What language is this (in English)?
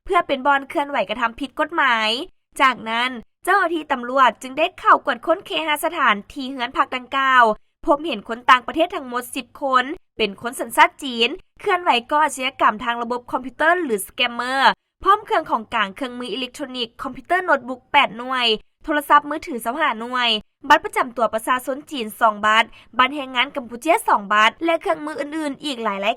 Lao